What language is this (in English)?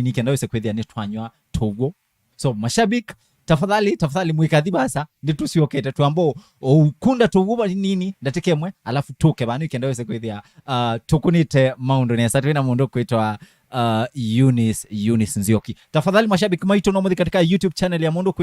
Kamba